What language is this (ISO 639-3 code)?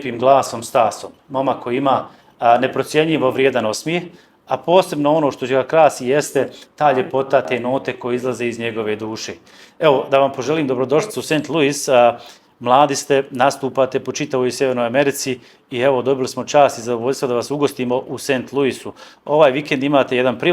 bos